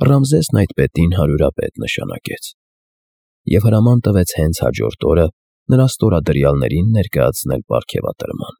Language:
Armenian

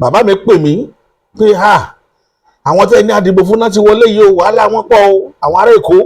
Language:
Yoruba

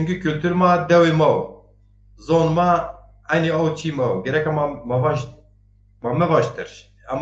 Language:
Zaza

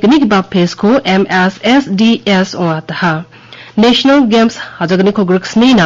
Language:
Garo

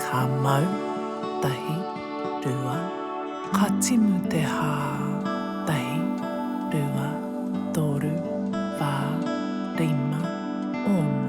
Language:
Māori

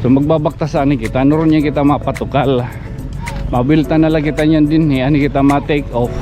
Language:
Waray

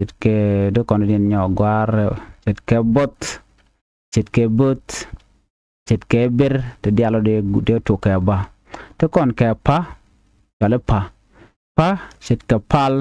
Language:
Nuer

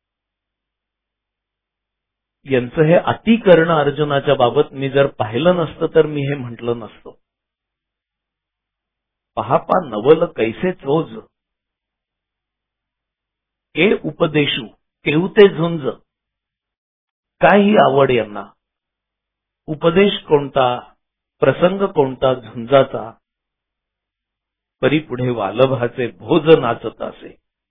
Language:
Marathi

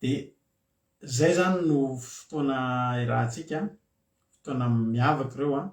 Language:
Malagasy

